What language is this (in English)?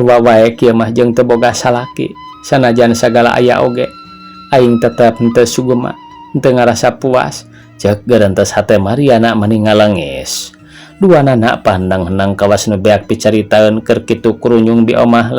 Sundanese